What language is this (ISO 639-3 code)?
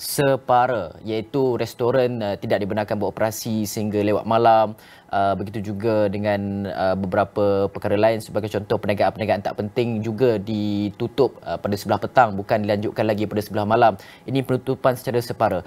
msa